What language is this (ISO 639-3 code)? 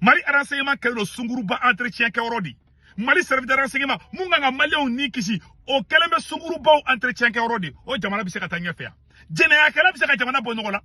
bam